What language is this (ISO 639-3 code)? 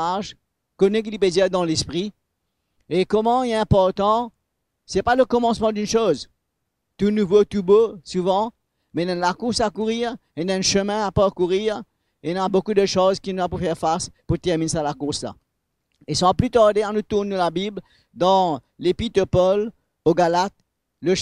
mfe